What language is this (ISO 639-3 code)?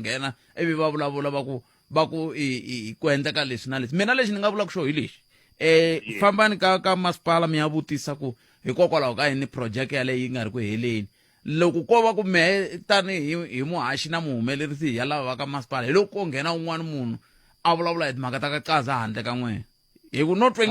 tso